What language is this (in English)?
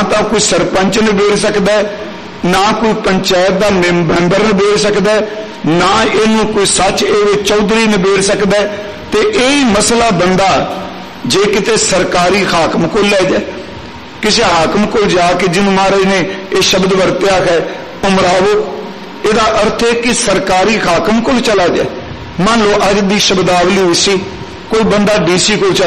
Punjabi